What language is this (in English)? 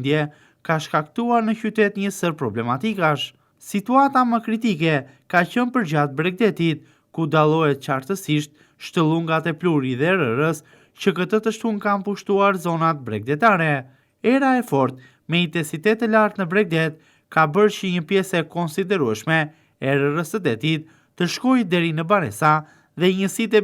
Albanian